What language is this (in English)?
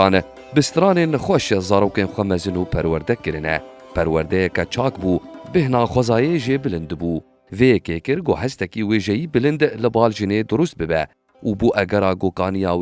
Kurdish